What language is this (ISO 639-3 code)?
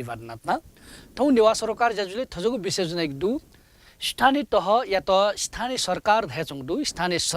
new